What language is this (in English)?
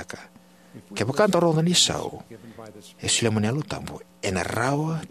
Fijian